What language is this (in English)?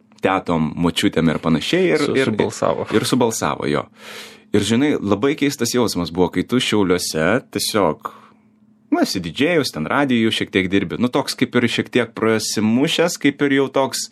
Lithuanian